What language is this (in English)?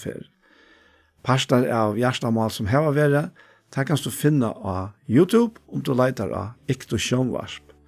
Faroese